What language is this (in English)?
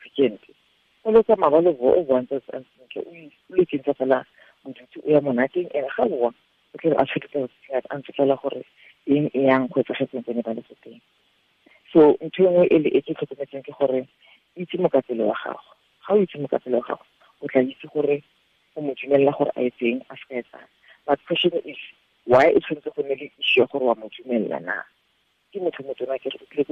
Tswana